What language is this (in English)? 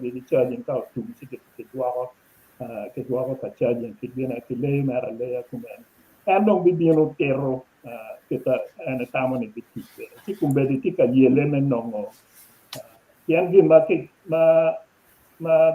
Acoli